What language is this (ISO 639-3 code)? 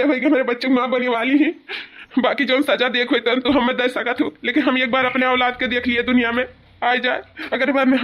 awa